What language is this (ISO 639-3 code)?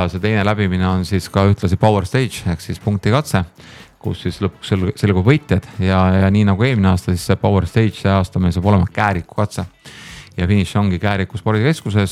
est